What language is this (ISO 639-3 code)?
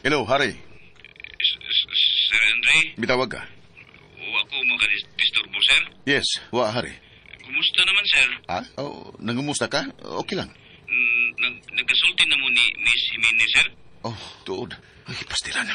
ceb